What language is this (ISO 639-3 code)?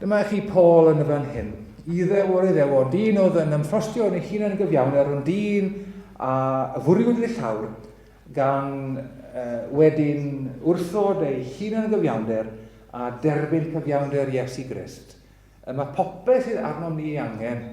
cym